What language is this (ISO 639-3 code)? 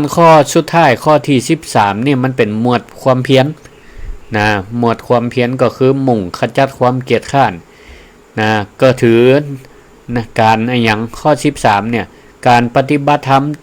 nod